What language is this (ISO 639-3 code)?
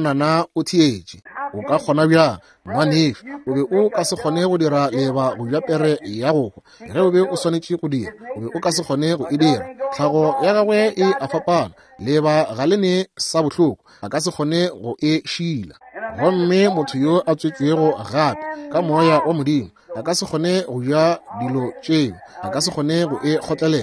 nso